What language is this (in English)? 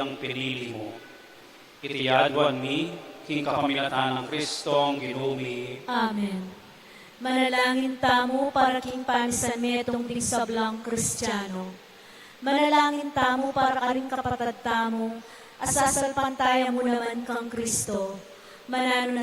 Pampanga